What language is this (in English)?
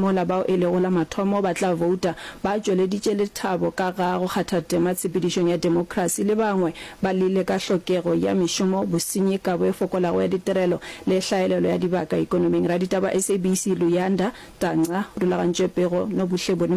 Northern Sotho